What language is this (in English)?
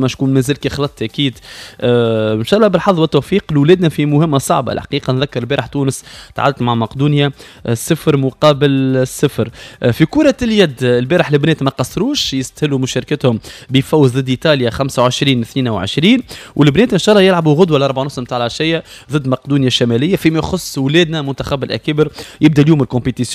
Tunisian Arabic